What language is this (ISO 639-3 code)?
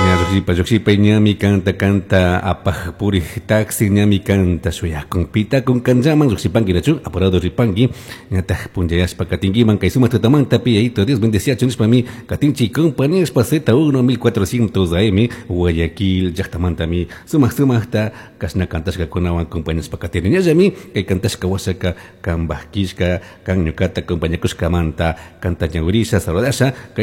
qug